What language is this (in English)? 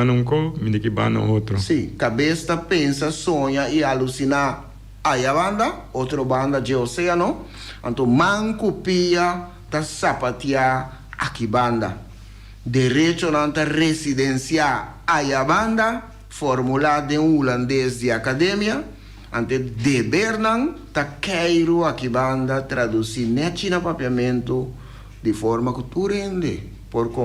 Papiamento